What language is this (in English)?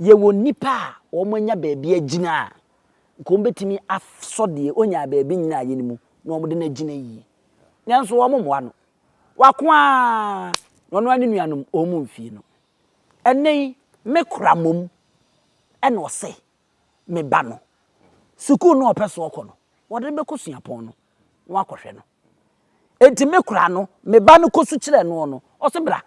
Akan